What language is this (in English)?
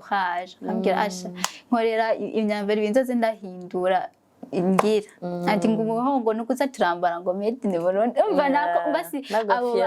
Rundi